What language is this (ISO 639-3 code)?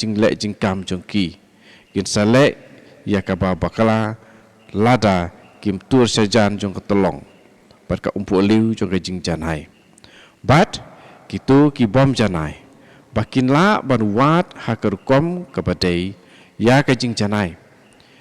kha